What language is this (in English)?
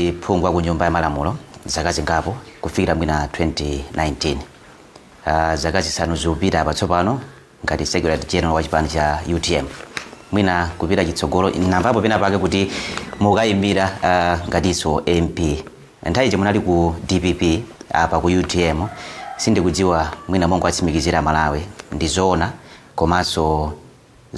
Nyanja